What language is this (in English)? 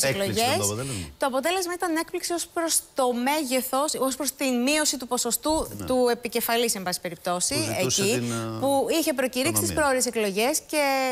Greek